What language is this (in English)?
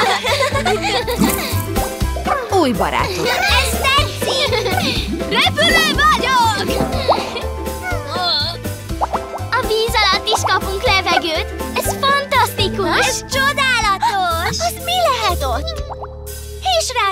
Hungarian